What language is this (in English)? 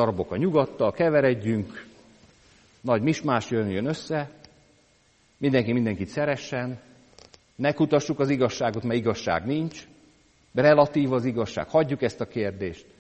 Hungarian